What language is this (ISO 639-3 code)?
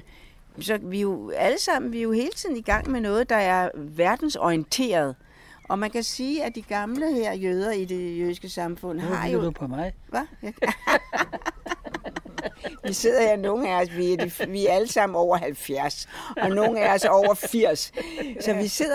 dan